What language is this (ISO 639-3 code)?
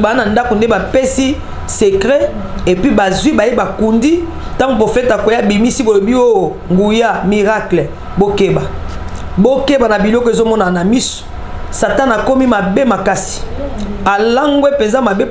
lin